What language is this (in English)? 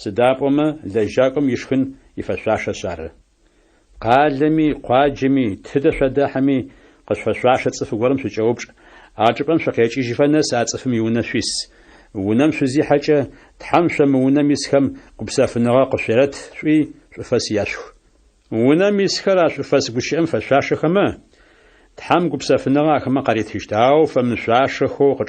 Adyghe